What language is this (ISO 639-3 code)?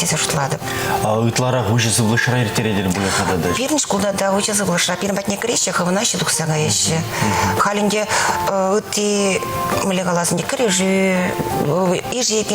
chv